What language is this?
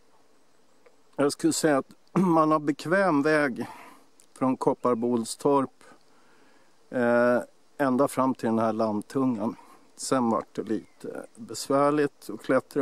Swedish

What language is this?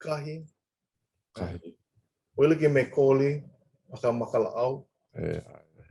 Hawaiian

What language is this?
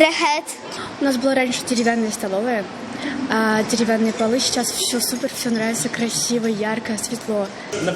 Tatar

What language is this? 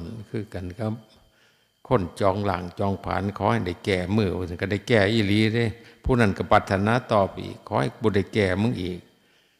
Northeastern Thai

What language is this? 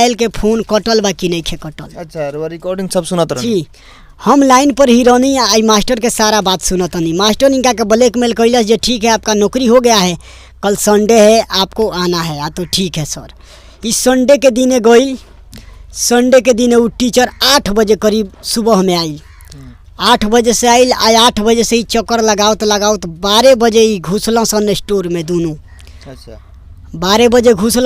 Bhojpuri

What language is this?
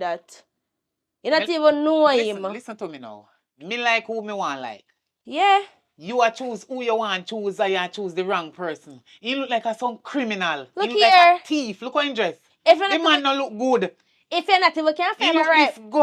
Jamaican Creole English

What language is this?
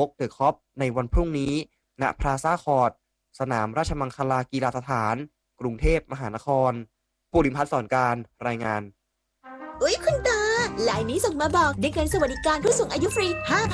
Thai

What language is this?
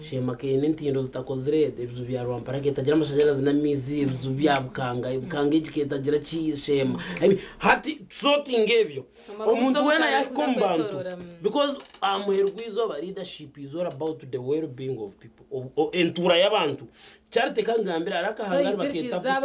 Nyankole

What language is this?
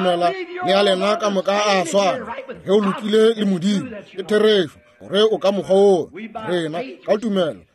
Northern Sotho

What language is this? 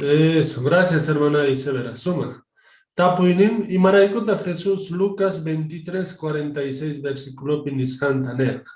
Quechua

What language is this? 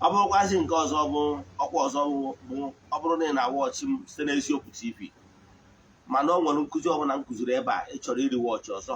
Igbo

